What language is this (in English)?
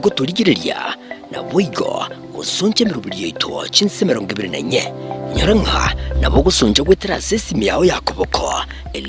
Gusii